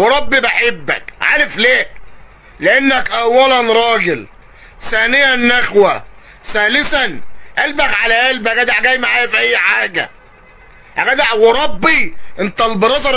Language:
Egyptian Arabic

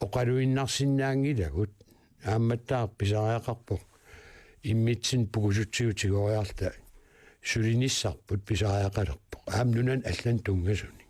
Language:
Kalaallisut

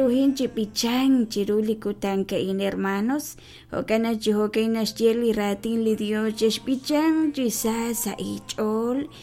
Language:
Kekchí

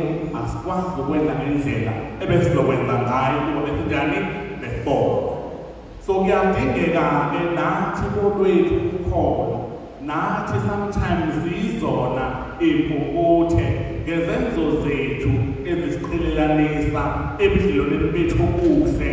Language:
Zulu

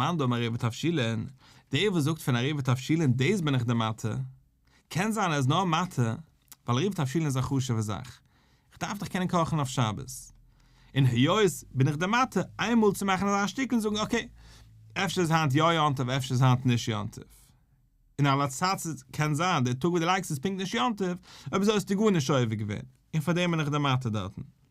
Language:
Yiddish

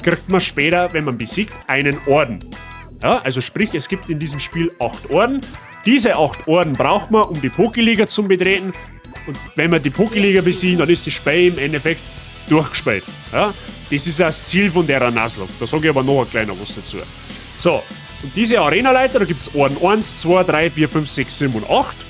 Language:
Bavarian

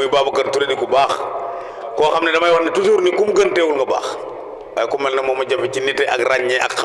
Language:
Wolof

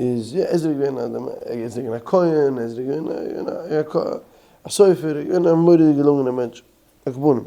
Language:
Yiddish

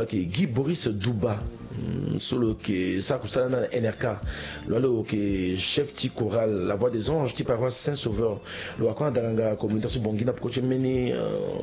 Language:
Sango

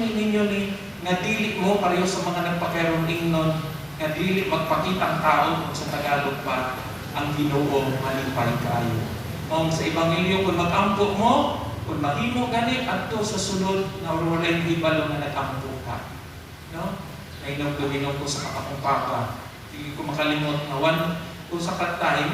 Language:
Cebuano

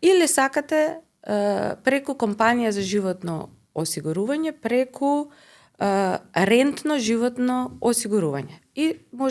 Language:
Macedonian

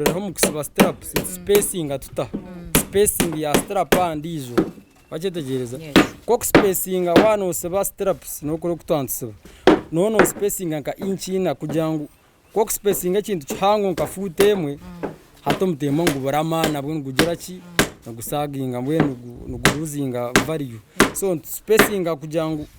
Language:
Nyankole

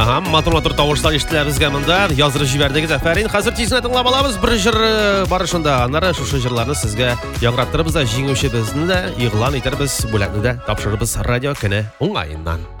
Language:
Tatar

